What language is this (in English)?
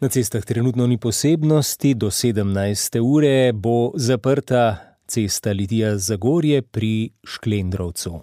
Slovenian